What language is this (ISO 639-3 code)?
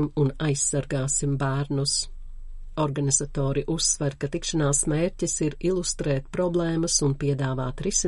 lav